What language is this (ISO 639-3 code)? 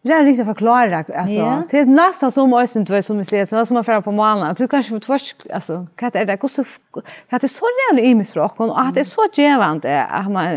fao